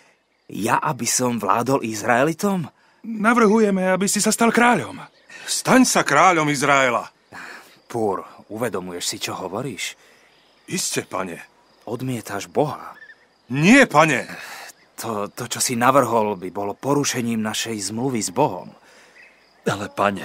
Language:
Slovak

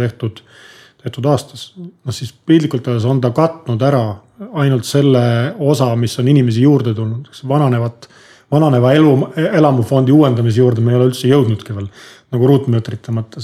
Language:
Estonian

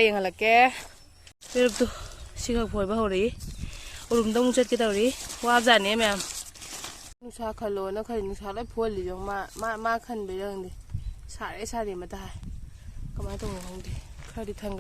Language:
Manipuri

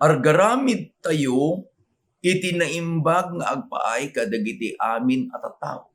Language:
Iloko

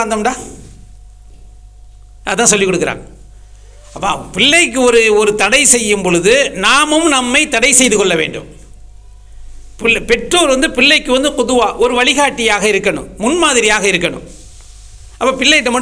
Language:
Tamil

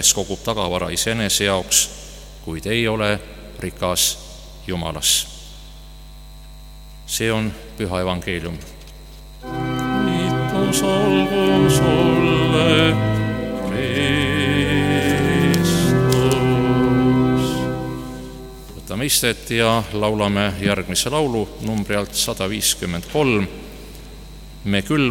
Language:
Estonian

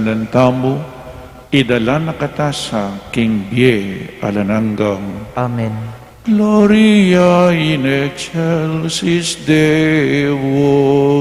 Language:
Pampanga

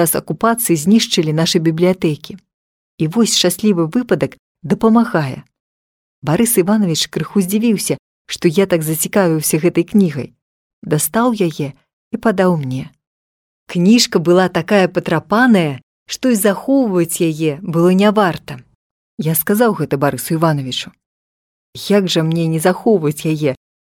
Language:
Belarusian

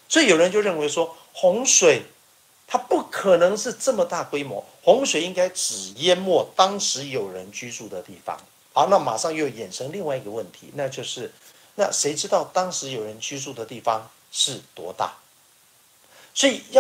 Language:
Chinese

